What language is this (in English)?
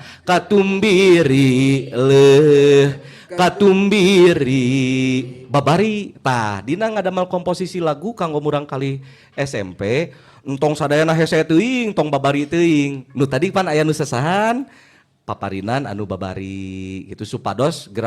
Sundanese